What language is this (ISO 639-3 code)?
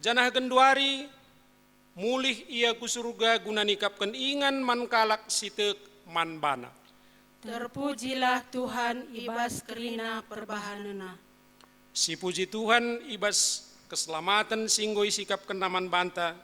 btx